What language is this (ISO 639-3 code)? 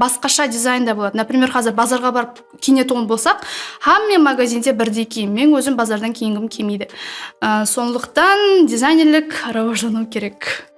kaa